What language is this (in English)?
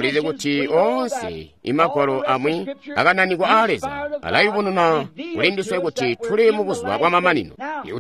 Tonga (Zambia)